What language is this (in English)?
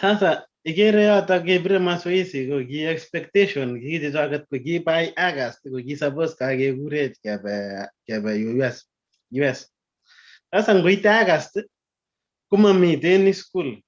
Kalenjin